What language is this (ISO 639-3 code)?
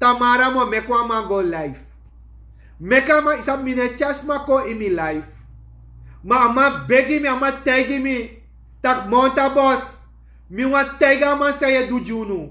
srn